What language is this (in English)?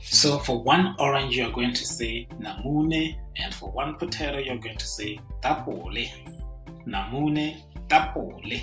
Tswana